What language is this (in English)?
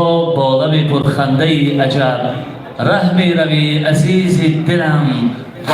Tajik